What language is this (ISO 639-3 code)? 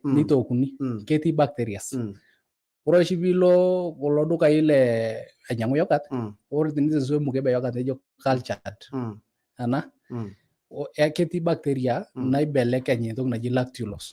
mas